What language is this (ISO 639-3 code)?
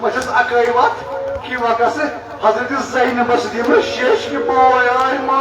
kas